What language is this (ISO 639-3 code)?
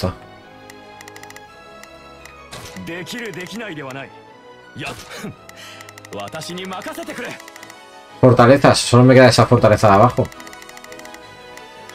spa